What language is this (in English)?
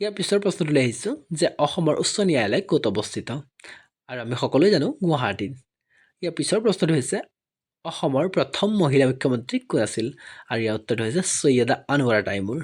Assamese